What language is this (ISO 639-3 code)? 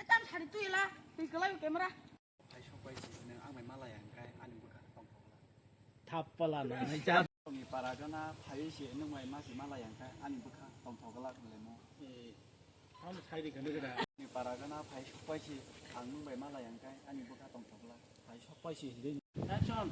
trp